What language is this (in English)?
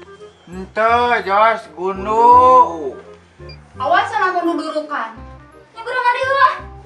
Sundanese